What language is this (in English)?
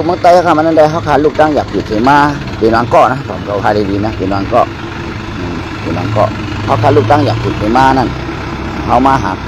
Shan